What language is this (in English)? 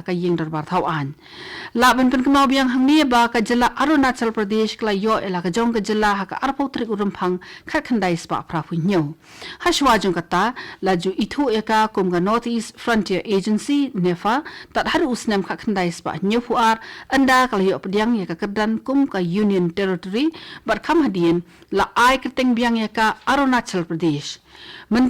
Khasi